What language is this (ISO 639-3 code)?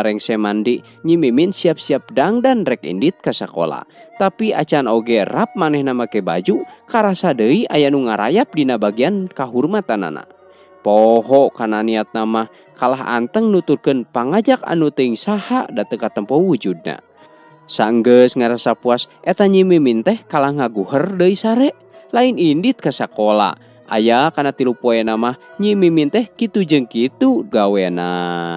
sun